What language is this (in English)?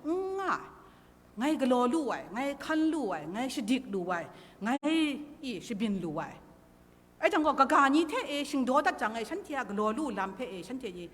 Kachin